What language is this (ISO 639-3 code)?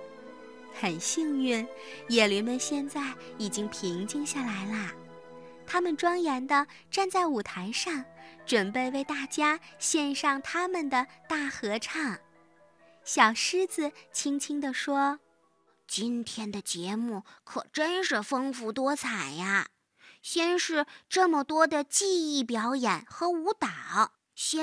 zho